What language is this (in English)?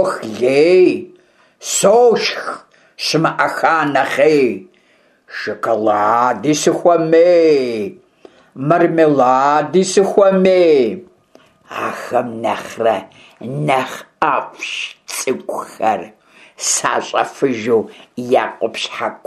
Kabardian